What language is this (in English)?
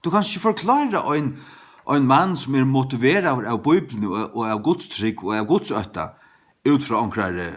Faroese